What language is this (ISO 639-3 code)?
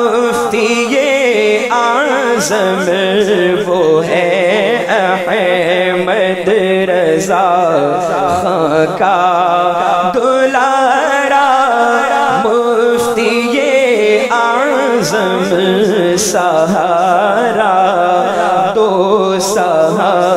urd